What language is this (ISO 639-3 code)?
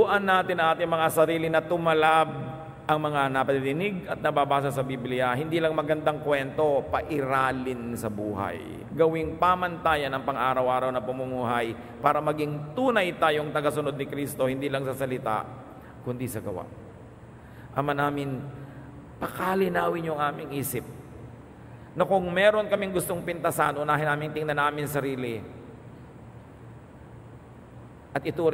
fil